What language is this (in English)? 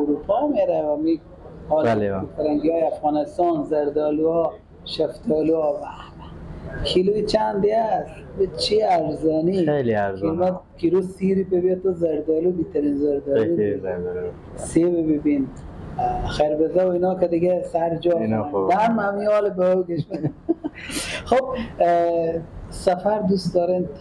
Persian